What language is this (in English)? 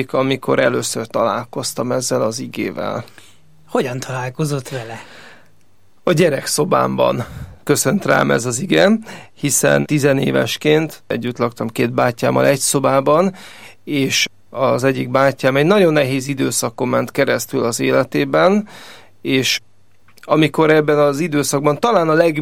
Hungarian